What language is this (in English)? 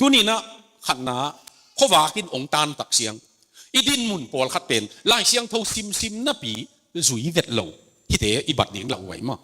Tedim Chin